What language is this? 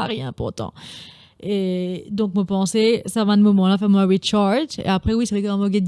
Morisyen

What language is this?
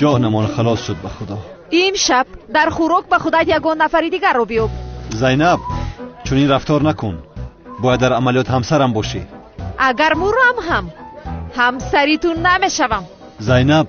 Tajik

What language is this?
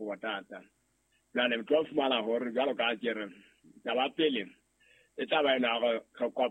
Southern Sotho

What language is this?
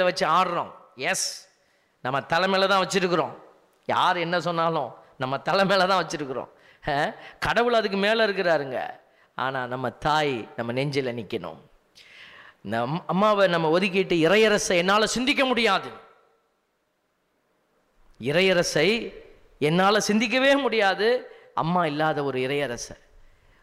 Tamil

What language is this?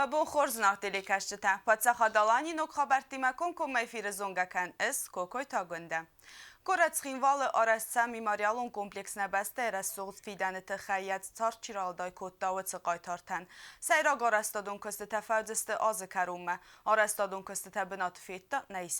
Ossetic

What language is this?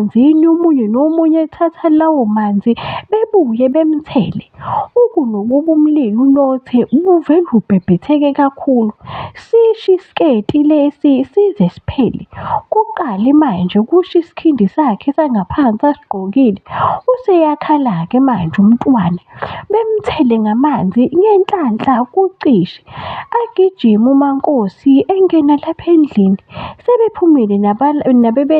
Zulu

